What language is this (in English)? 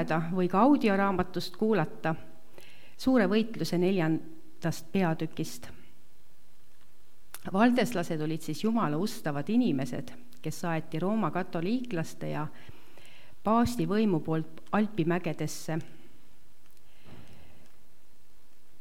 Estonian